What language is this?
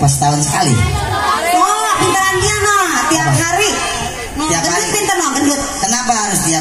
Betawi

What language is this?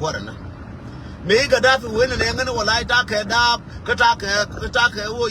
Nuer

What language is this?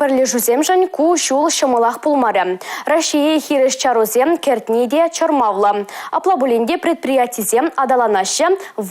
Chuvash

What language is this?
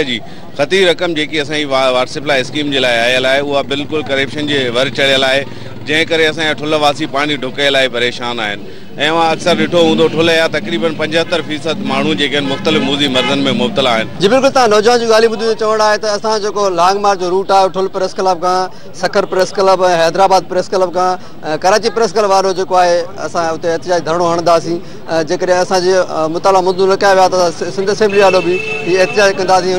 Sindhi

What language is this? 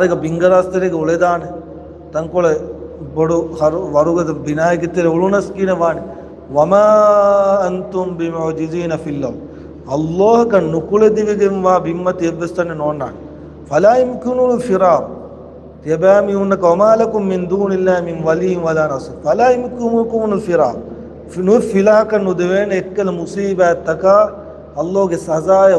Divehi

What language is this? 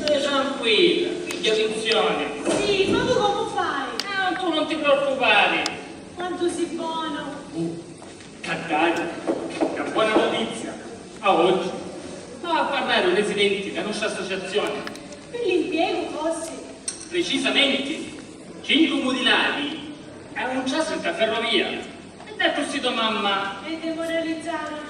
Sicilian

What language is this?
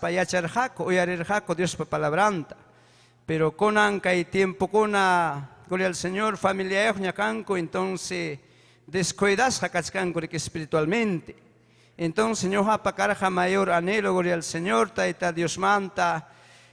Ayacucho Quechua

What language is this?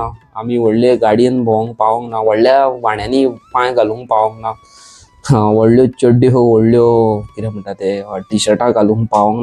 Konkani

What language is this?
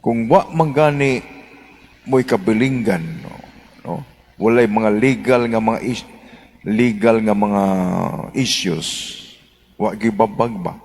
Cebuano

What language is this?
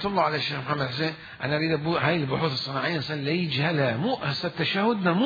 Mesopotamian Arabic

